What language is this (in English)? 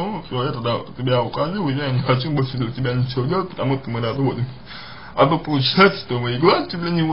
Russian